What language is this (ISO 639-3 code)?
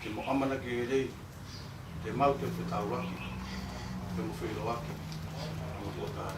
ton